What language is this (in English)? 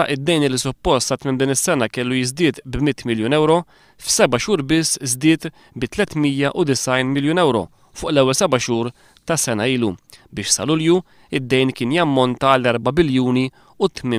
Maltese